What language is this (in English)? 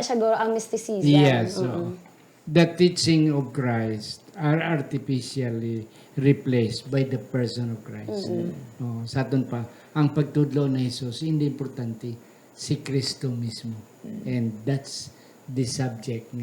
Hiligaynon